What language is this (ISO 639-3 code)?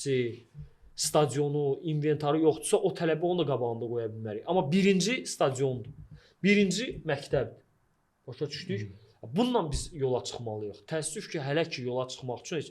aze